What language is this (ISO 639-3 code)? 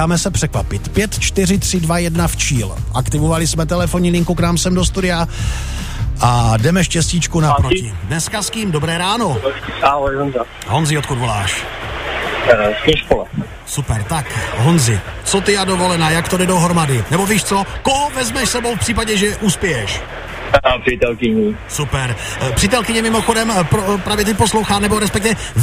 ces